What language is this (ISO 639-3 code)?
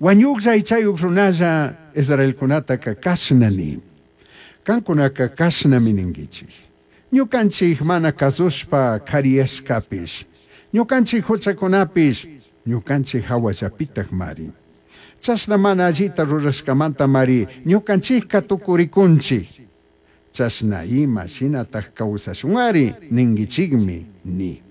qug